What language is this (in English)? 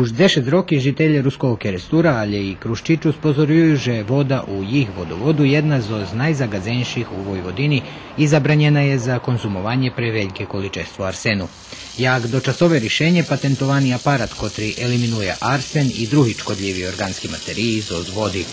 Rusyn